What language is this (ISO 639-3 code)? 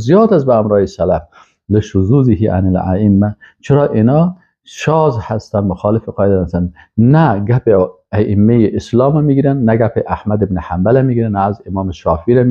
fas